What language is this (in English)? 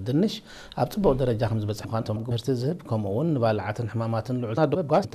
Tigrinya